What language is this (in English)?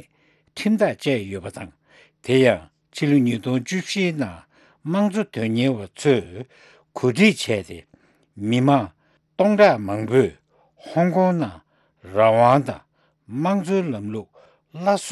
Tibetan